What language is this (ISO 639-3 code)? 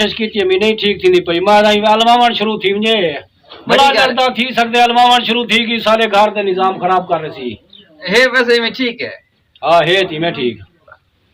skr